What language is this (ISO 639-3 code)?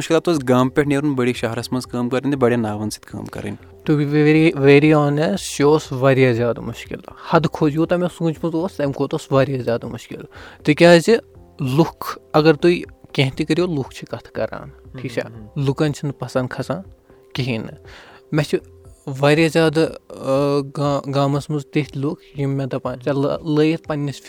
kas